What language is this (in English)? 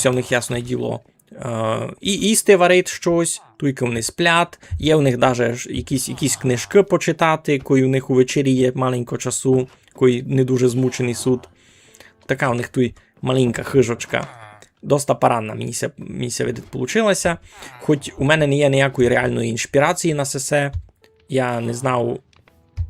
Rusyn